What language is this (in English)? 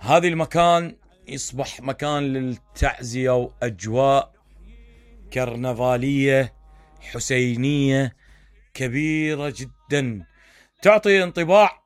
Mesopotamian Arabic